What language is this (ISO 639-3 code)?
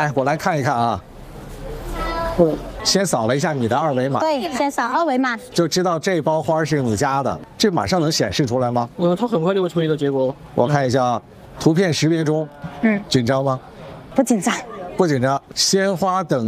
zho